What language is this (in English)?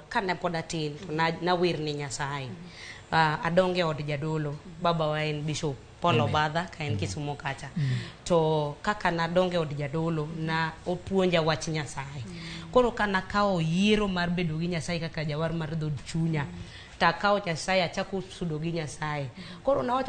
Luo (Kenya and Tanzania)